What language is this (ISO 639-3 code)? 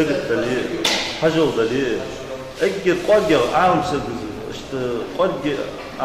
inh